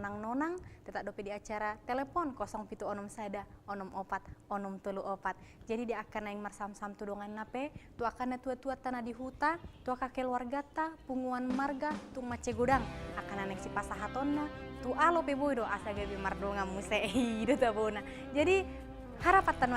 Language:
Batak Toba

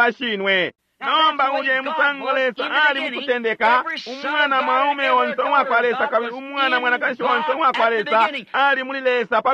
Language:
Bemba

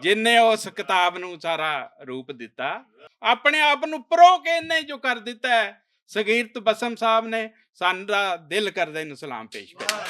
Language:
Western Panjabi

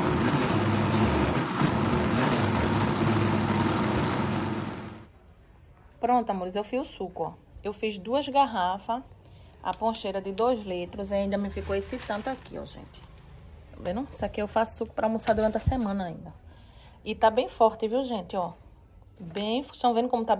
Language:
Portuguese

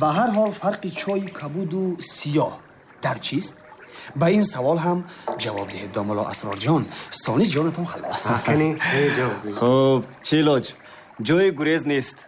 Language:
Tajik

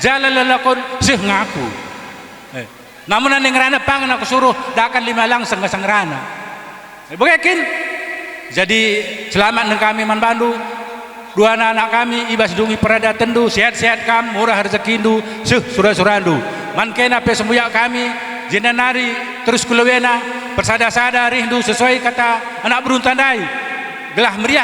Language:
Batak Karo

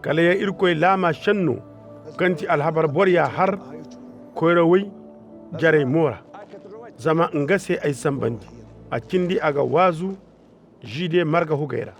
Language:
Koyraboro Senni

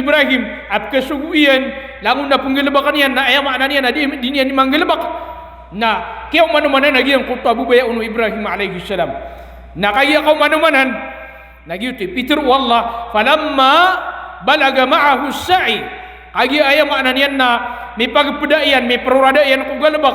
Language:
Maranao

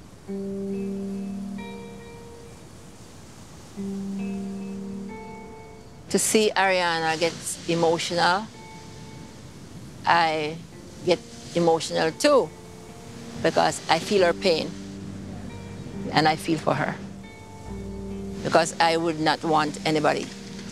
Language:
English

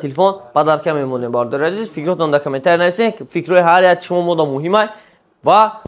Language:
Tajik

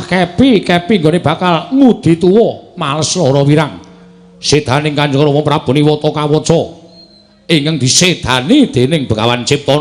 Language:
Javanese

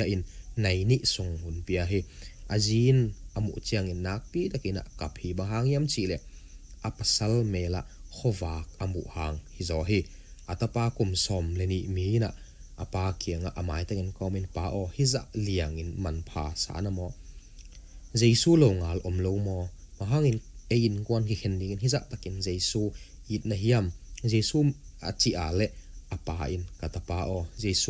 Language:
Tedim Chin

